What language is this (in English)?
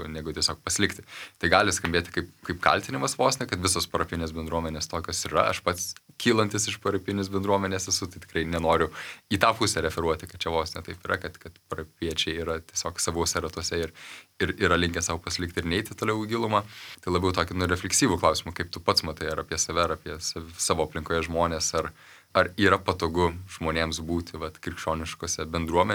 Lithuanian